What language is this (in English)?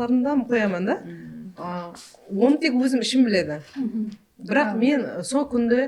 Kara-Kalpak